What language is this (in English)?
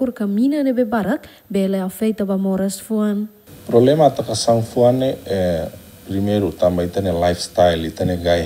Tetum